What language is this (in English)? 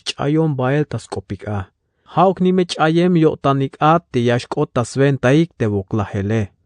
Tzeltal